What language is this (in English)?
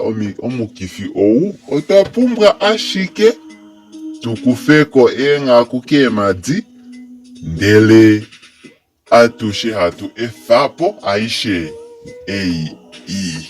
Kuanyama